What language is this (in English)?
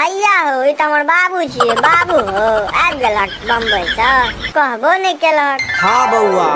Maithili